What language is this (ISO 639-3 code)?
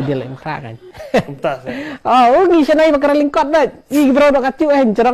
kha